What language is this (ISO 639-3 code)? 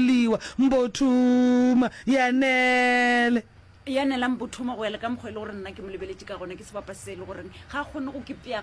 nso